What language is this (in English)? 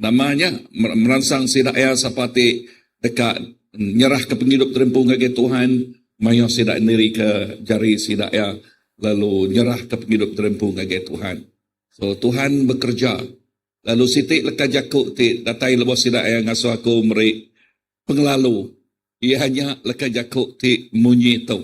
Iban